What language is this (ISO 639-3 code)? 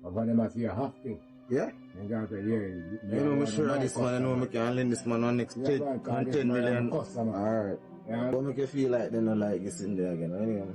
jam